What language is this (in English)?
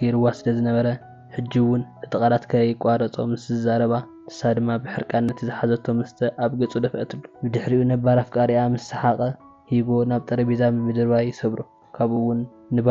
Tigrinya